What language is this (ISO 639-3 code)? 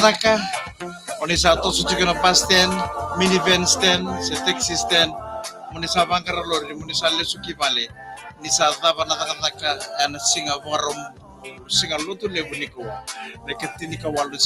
fij